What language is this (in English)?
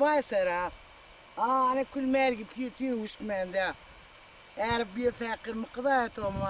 Zaza